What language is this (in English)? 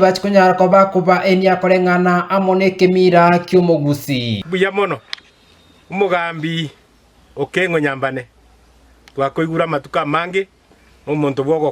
Gusii